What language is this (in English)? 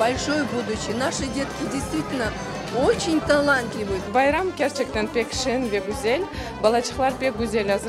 Crimean Tatar